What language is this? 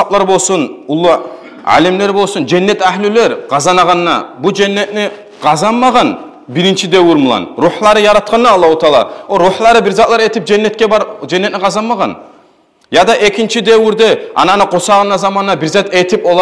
Kumyk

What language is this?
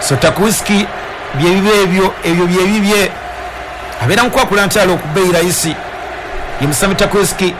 Ganda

